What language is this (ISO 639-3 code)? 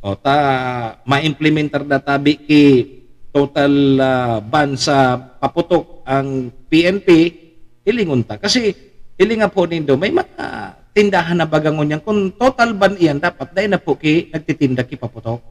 bik